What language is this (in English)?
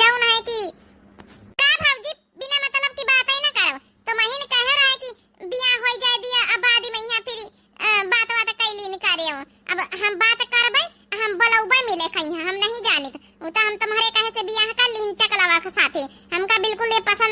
Awadhi